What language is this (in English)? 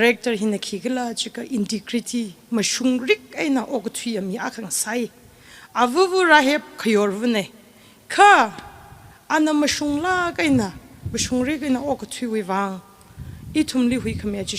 Tangkhul Naga (India)